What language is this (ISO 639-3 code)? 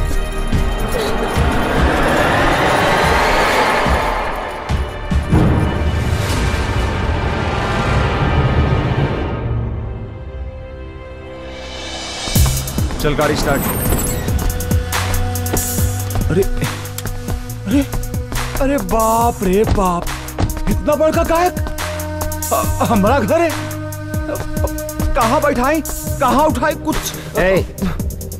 bho